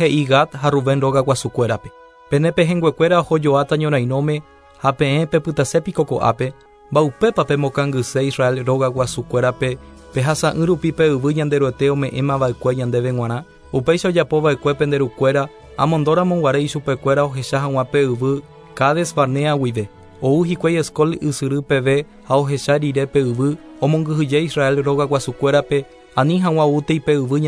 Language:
Guarani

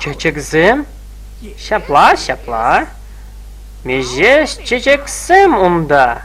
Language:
Chuvash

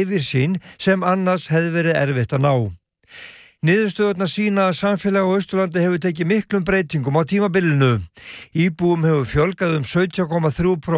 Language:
Icelandic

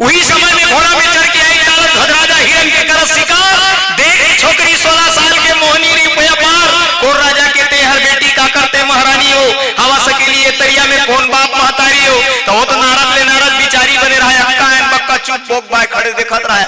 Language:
Chhattisgarhi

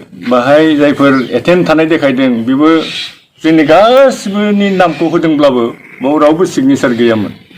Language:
Bodo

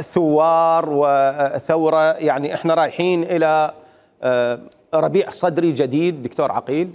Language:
Mesopotamian Arabic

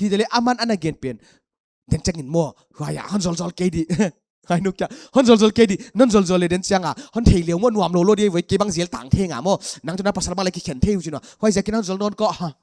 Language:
Paite Chin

